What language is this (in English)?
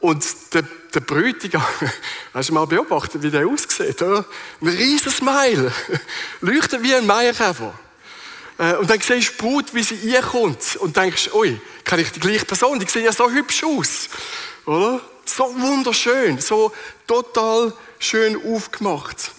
Swiss German